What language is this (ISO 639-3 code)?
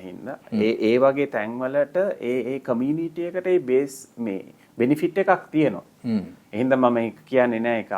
sin